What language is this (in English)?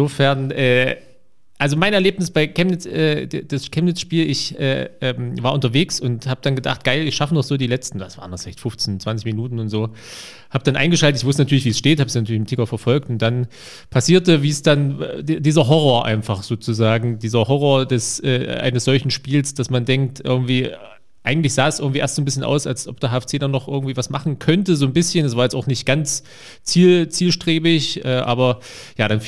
German